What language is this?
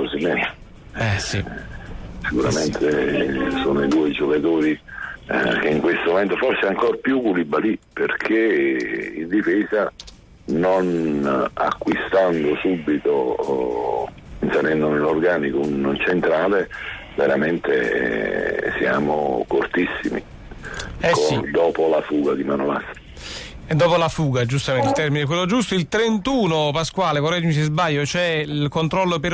Italian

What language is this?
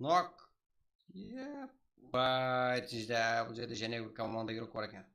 Kara-Kalpak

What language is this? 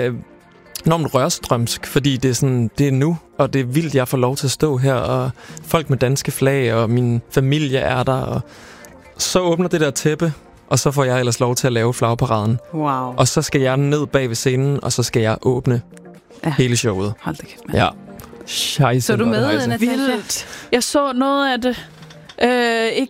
Danish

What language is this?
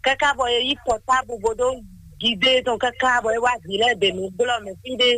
Fon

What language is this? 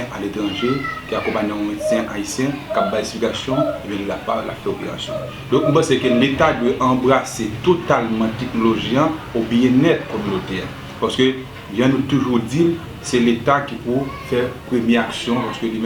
Haitian Creole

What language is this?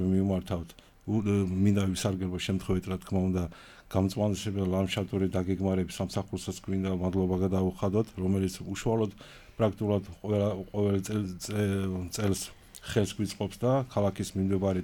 Georgian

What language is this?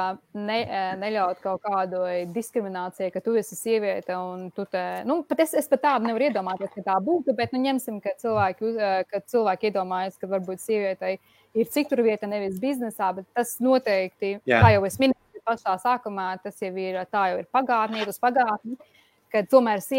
Latvian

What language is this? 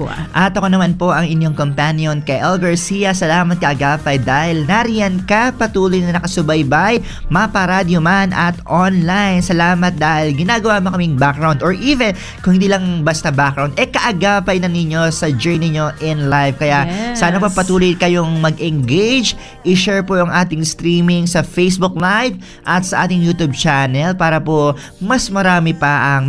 Filipino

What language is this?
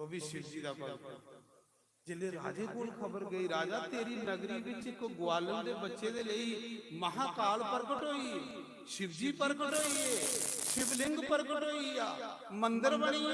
Dogri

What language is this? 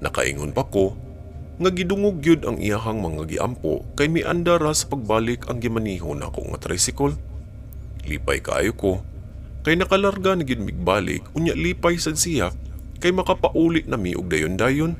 Cebuano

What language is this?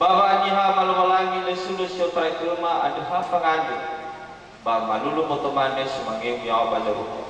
Nias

